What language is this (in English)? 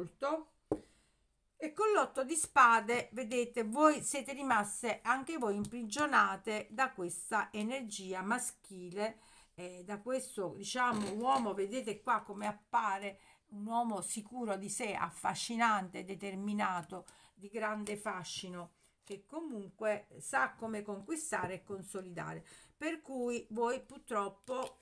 Italian